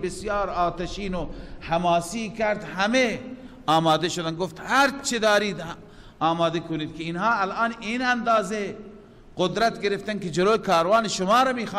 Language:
Persian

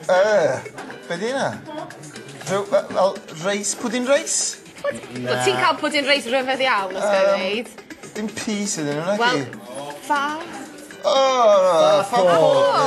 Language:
Welsh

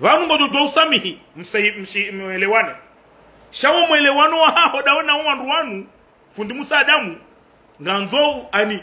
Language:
Ngazidja Comorian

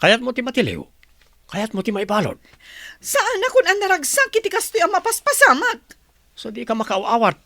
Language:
Iloko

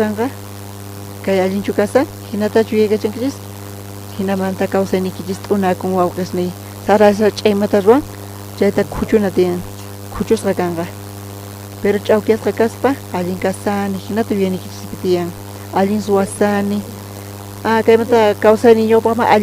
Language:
South Bolivian Quechua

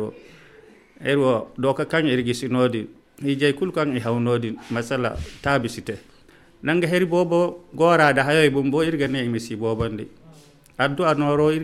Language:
Zarma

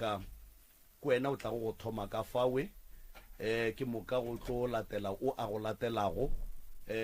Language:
Northern Sotho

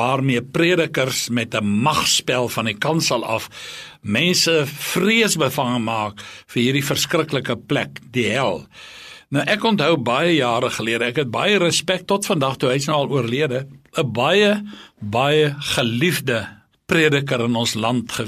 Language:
Afrikaans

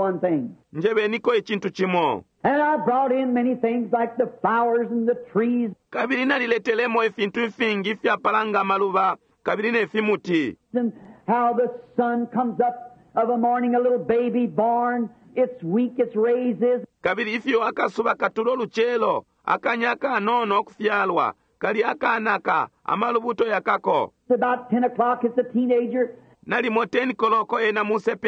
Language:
Bemba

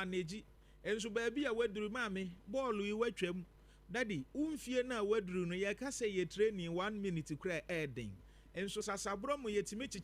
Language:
Akan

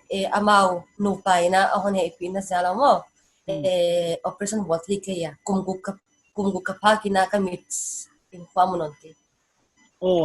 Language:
Paite Chin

